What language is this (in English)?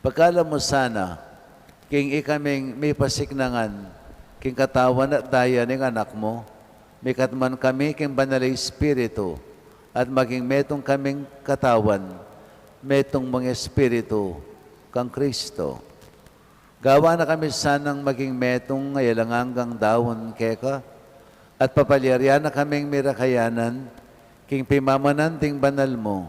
Pampanga